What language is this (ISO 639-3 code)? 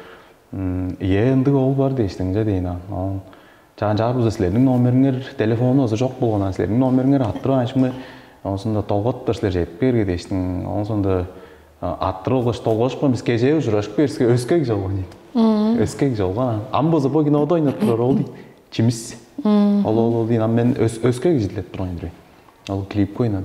tyv